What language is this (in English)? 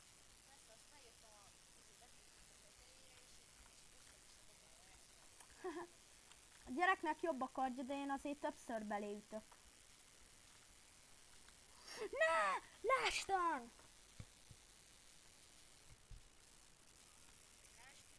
Hungarian